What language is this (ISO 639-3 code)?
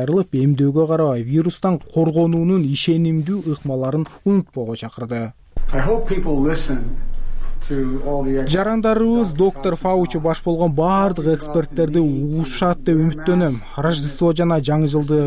kir